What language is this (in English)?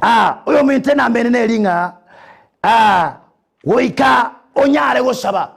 Gusii